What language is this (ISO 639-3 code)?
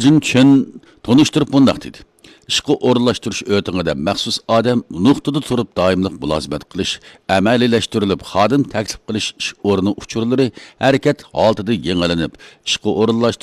uig